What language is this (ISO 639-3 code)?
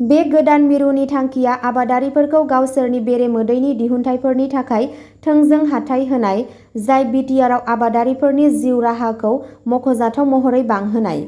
brx